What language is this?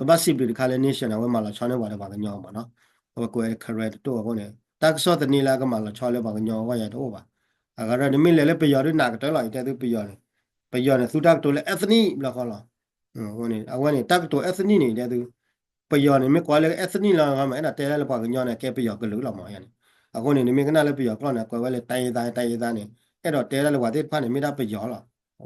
S'gaw Karen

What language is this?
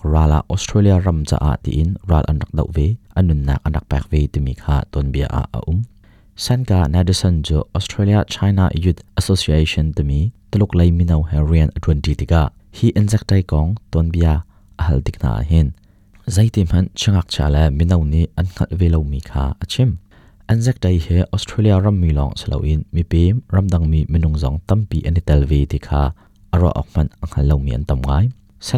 Hakha Chin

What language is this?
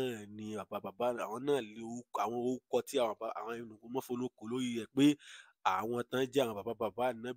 Yoruba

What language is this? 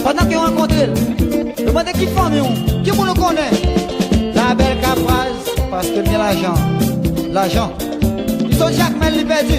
Haitian Creole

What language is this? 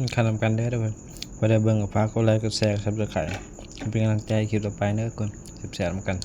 Northeastern Thai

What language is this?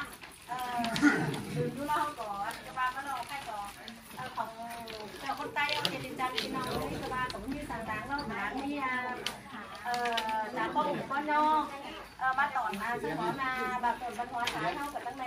Vietnamese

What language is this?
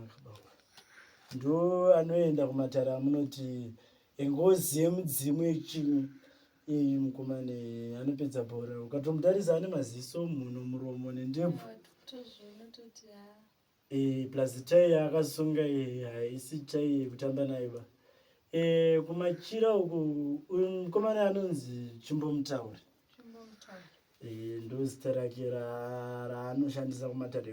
Shona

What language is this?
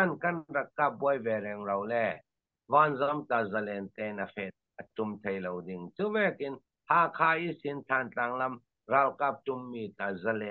Falam Chin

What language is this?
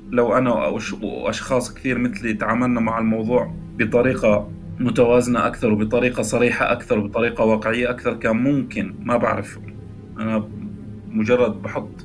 North Levantine Arabic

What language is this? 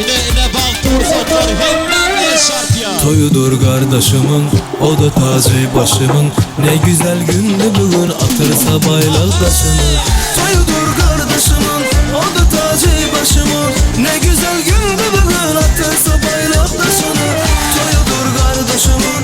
Turkmen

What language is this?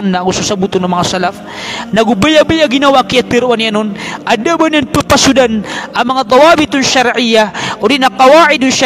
Maranao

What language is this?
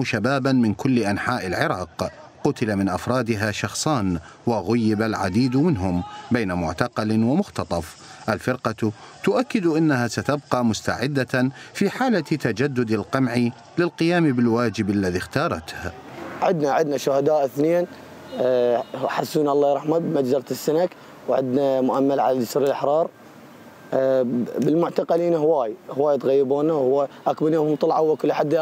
Mesopotamian Arabic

